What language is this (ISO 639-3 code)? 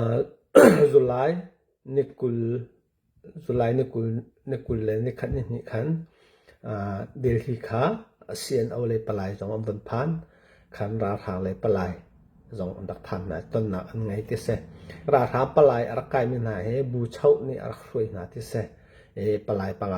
cnh